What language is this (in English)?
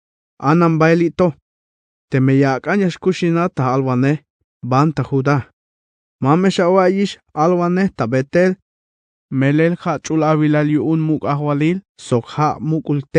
Tzeltal